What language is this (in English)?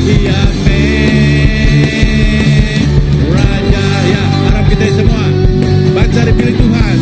Iban